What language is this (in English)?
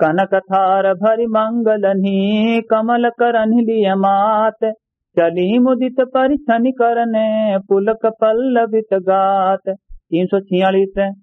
Awadhi